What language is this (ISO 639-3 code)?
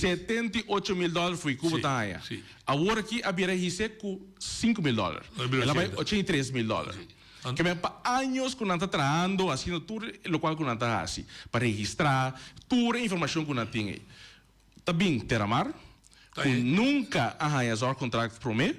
pap